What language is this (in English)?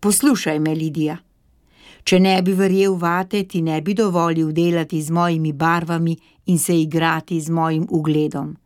Slovenian